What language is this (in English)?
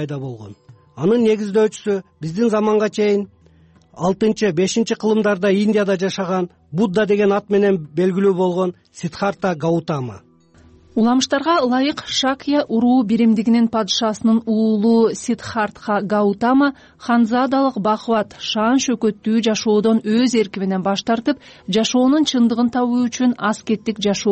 Kyrgyz